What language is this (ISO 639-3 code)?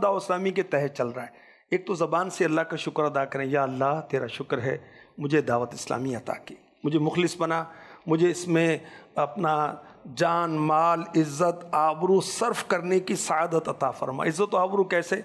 urd